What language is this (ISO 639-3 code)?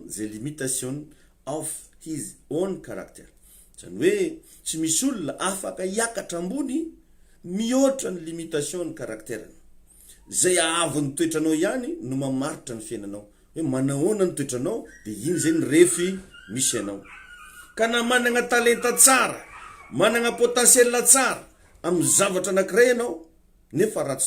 mlg